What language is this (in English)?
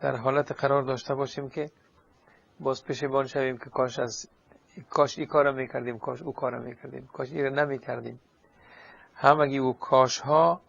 Persian